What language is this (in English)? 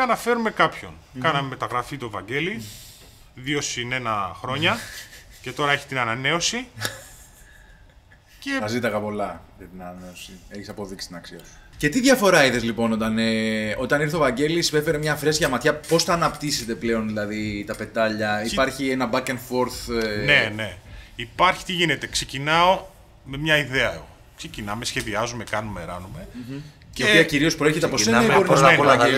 Greek